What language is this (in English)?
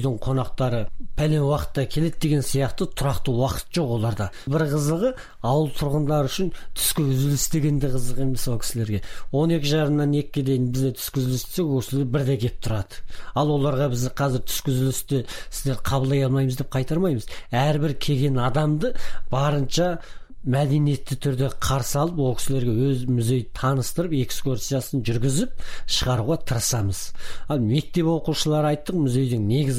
Kazakh